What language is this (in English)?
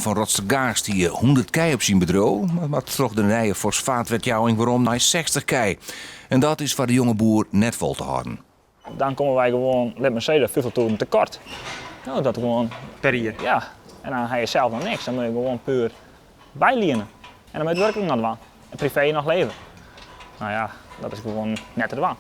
Western Frisian